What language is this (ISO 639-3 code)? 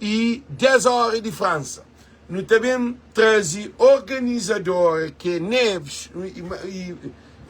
kea